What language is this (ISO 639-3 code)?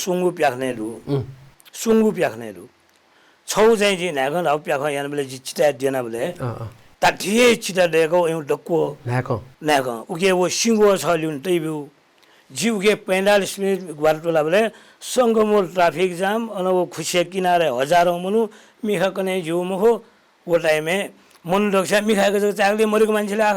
new